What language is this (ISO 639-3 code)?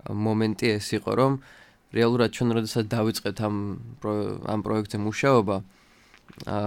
kat